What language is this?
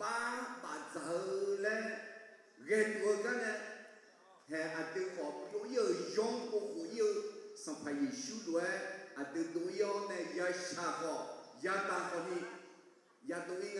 Akha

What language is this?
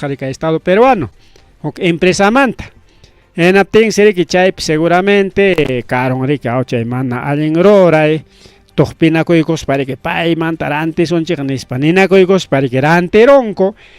Ayacucho Quechua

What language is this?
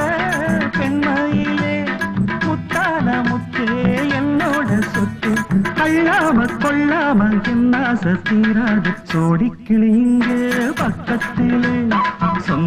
Tamil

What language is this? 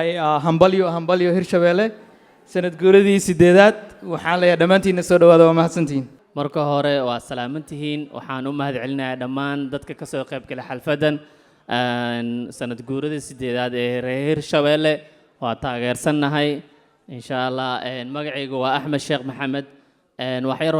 Somali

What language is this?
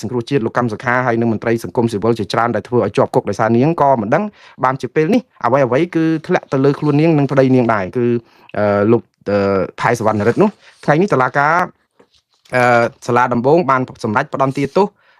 Khmer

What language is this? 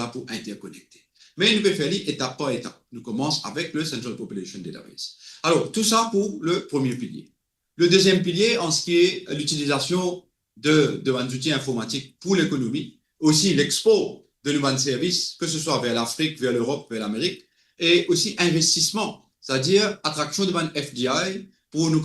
Morisyen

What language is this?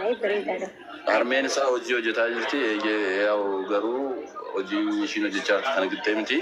Oromo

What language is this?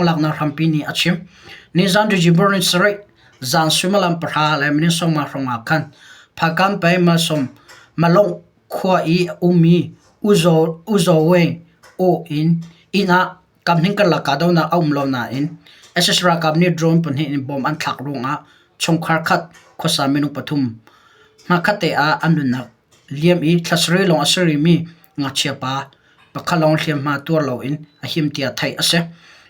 Hakha Chin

